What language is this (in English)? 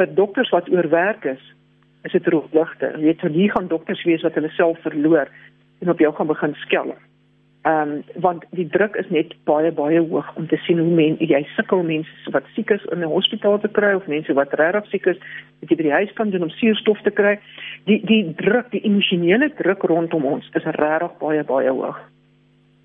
Afrikaans